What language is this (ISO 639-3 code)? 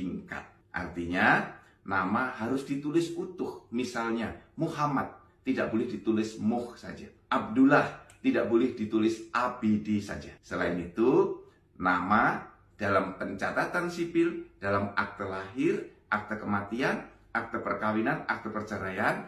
ind